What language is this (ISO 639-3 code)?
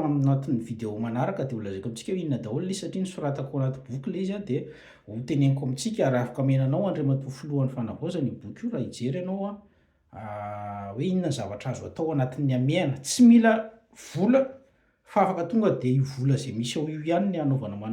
mlg